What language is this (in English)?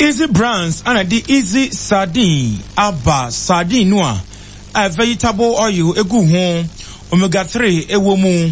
Akan